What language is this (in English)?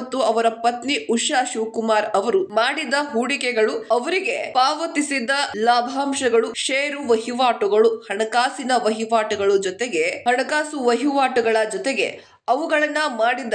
Kannada